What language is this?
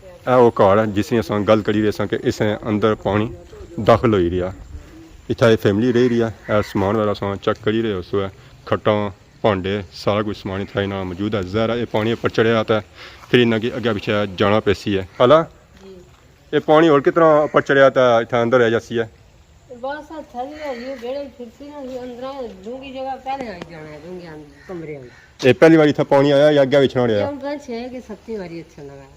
Pahari-Potwari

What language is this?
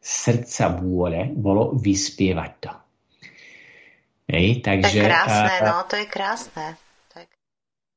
Slovak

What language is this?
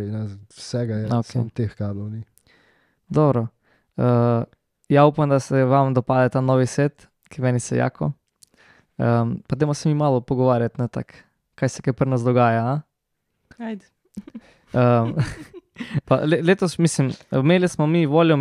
Slovenian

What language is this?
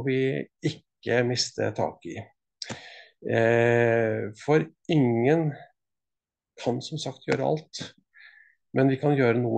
Norwegian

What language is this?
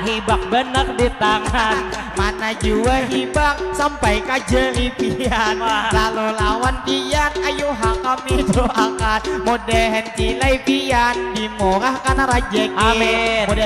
Banjar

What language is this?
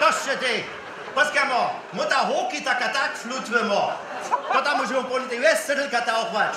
Upper Sorbian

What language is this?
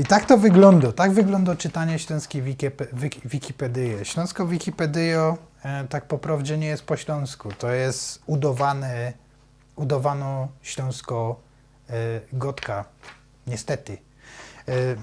Silesian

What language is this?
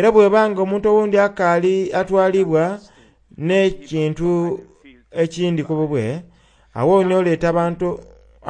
Soga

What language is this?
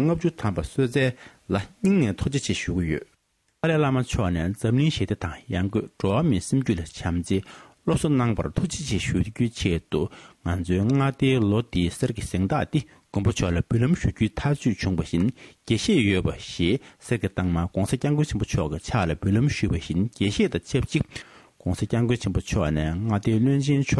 Tibetan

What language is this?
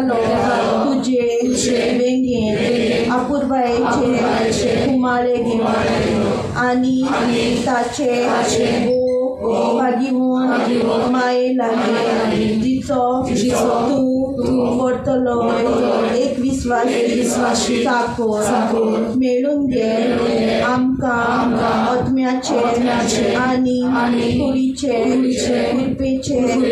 Konkani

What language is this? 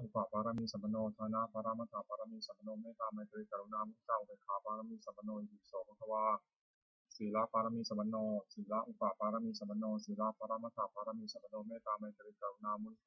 Pali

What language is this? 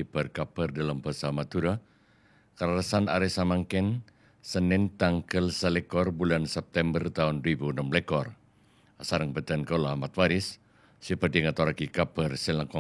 Madurese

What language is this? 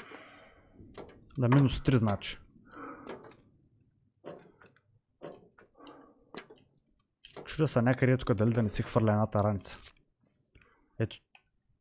Bulgarian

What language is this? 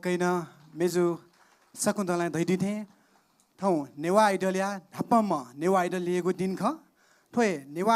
Newari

